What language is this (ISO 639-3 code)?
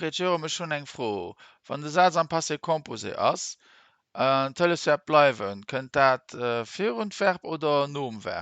ltz